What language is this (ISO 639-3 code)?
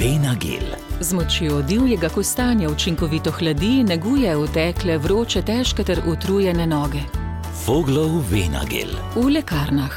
slv